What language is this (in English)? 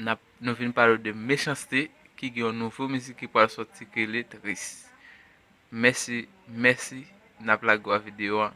Haitian Creole